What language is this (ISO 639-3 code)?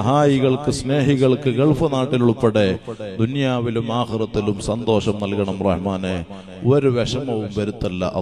mal